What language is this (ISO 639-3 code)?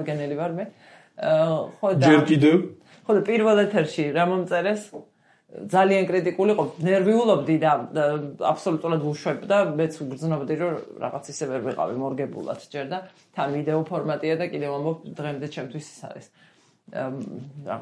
kat